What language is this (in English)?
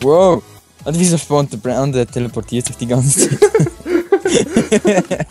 Swiss German